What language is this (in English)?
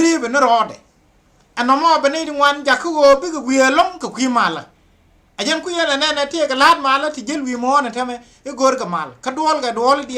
Nuer